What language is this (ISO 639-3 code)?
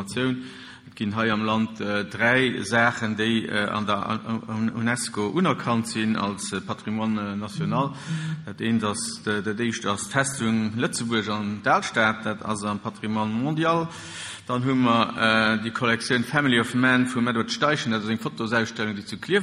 ltz